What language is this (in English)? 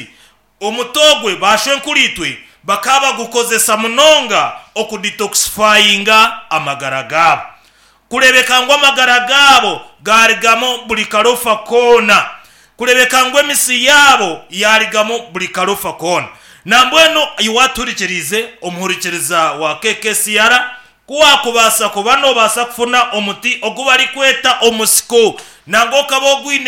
Nyankole